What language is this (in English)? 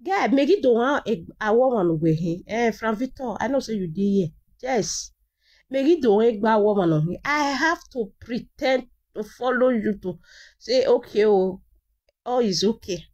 Nigerian Pidgin